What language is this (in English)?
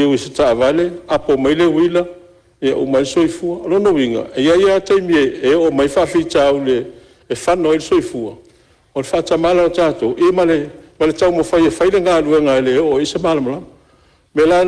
Samoan